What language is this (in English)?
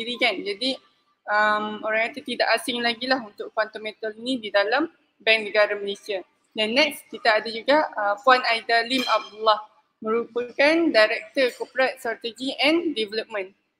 Malay